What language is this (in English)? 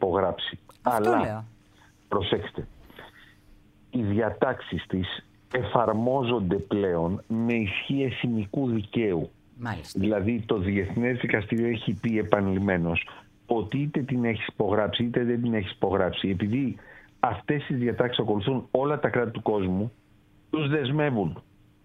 Greek